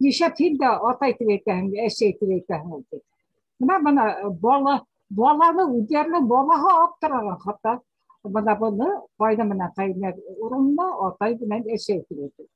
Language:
Bashkir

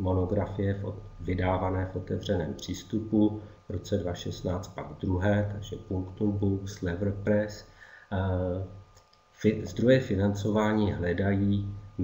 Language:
Czech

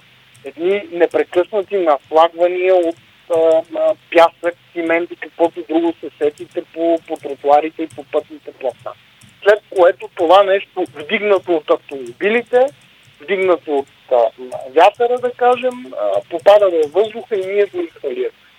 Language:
Bulgarian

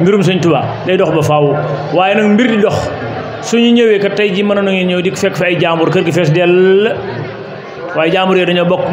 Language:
Wolof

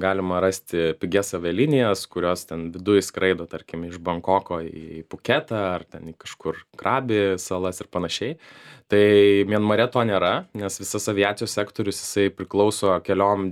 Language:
Lithuanian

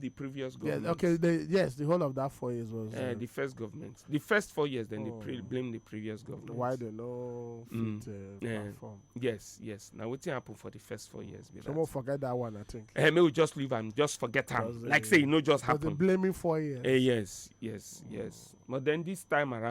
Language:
Nigerian Pidgin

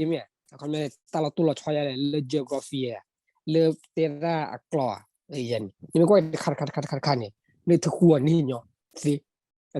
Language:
S'gaw Karen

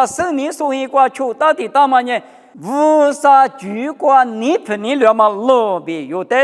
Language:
Lisu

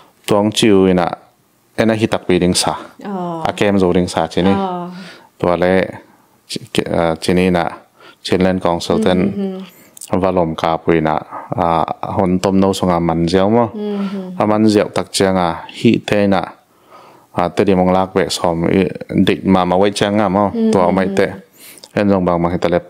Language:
Tedim Chin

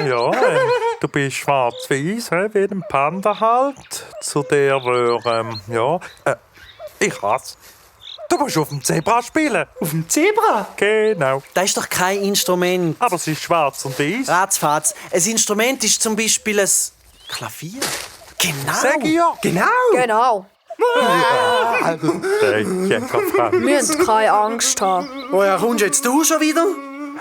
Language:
Swiss German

